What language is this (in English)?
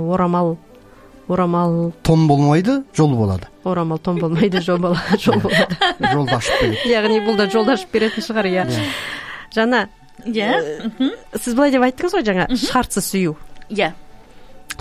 Kazakh